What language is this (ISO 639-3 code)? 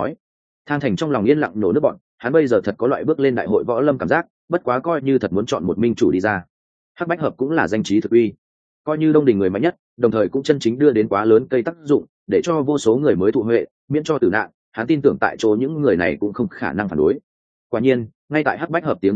vie